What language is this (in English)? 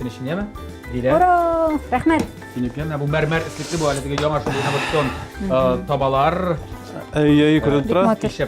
Tatar